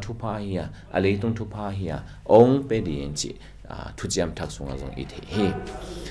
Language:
Tedim Chin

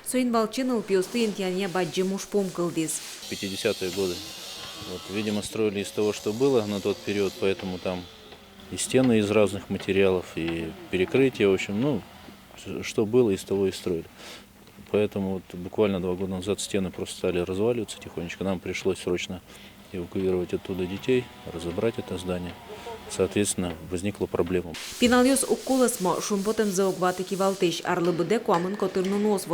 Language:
Udmurt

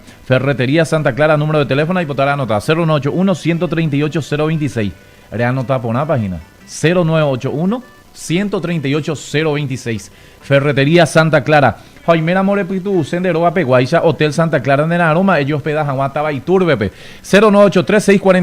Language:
Guarani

